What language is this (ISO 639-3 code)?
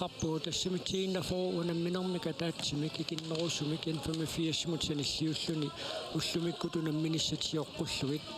kal